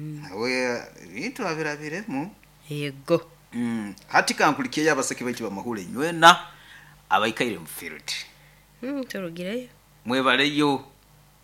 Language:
Nyoro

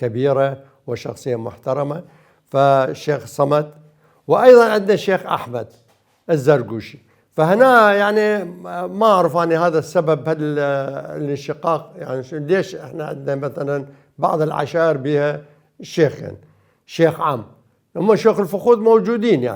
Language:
Mesopotamian Arabic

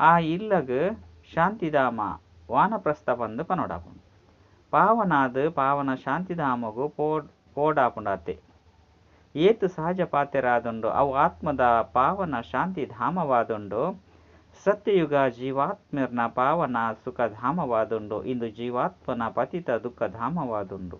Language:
Tulu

